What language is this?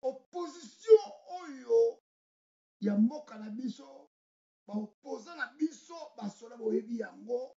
Lingala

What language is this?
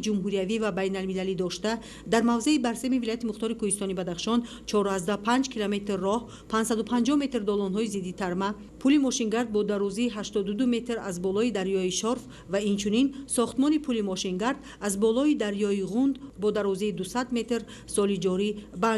Tajik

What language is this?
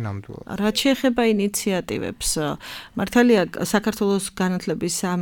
Georgian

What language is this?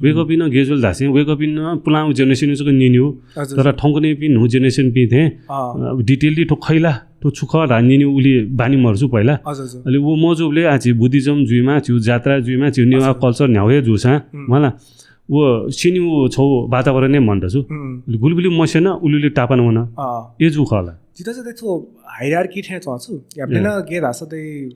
Newari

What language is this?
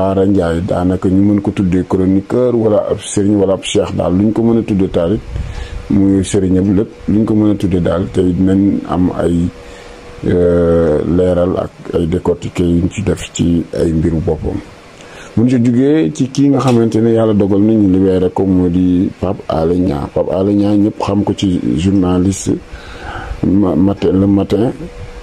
Wolof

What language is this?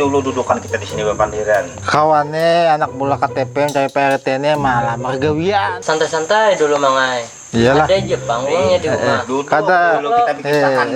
Banjar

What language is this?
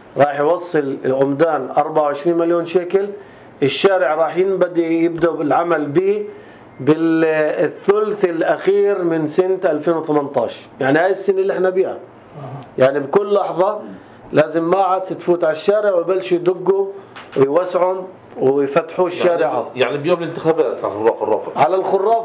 North Levantine Arabic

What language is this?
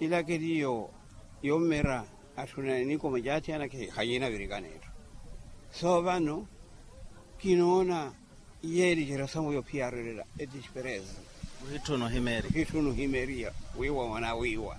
Makhuwa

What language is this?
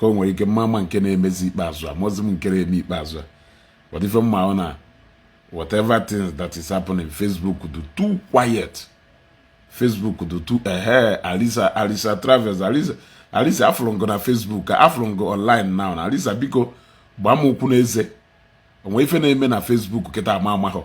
Igbo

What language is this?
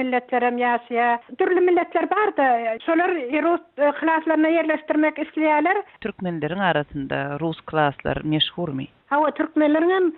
Turkmen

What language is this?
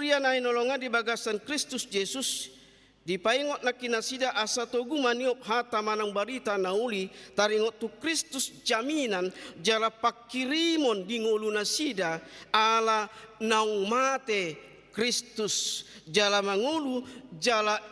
Batak Toba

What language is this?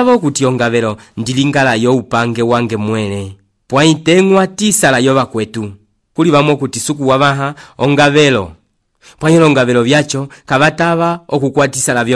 Umbundu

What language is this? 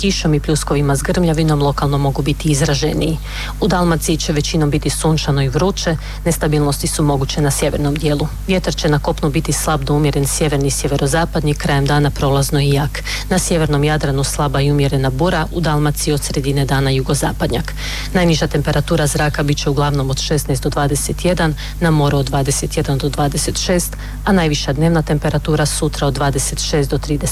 Croatian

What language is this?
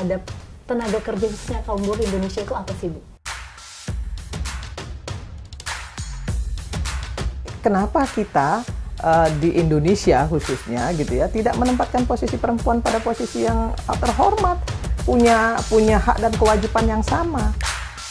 Indonesian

